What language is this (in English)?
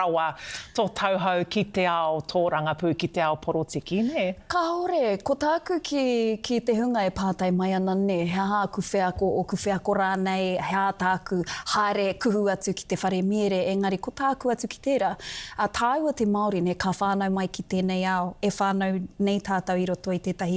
Māori